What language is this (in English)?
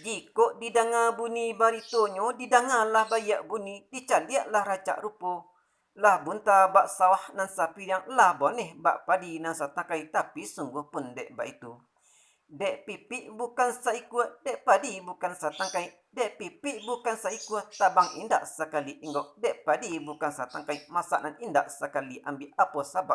Minangkabau